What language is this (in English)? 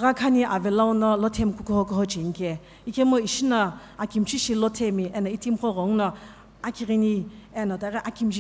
Sumi Naga